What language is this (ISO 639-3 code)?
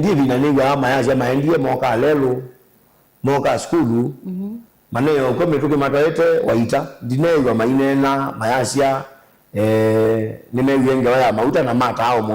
kam